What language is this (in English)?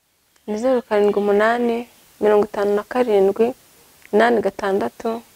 Kinyarwanda